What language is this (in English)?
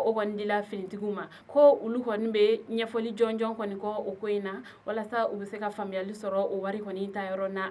Bambara